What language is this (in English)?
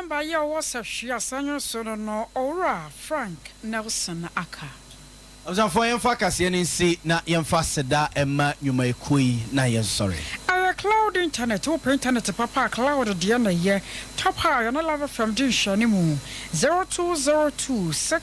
Akan